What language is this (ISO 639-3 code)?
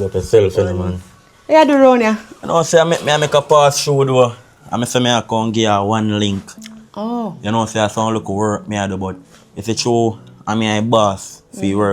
jam